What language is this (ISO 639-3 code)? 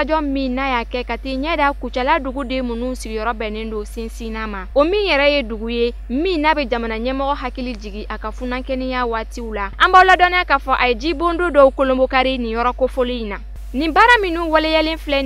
bam